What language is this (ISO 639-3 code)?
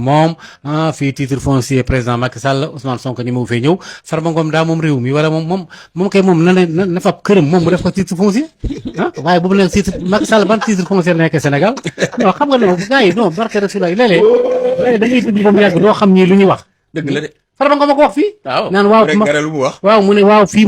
wol